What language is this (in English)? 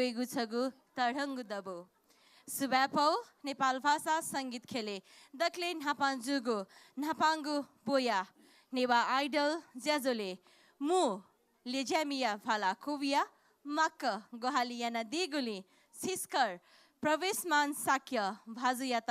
Newari